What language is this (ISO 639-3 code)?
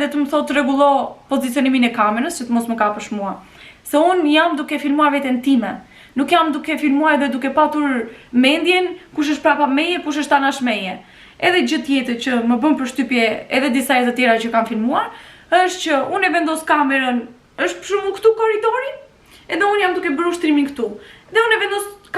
sqi